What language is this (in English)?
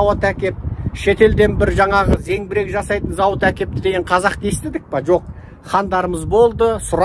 Kazakh